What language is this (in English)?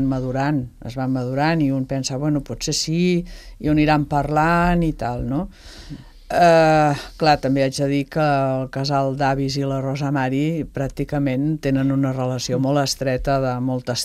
Catalan